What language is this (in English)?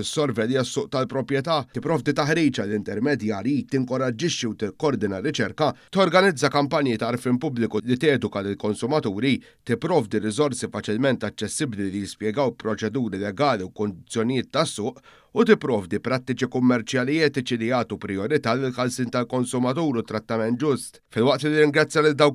Maltese